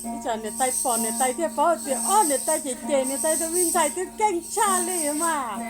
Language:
Hmong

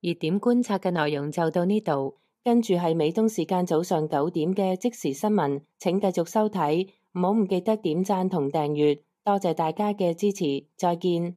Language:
Cantonese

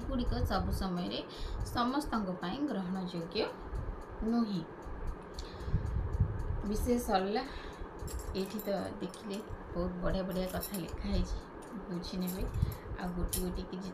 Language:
Odia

